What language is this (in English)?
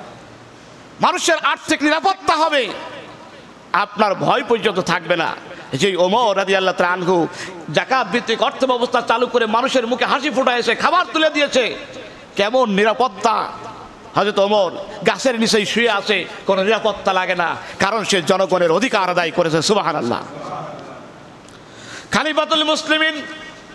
Bangla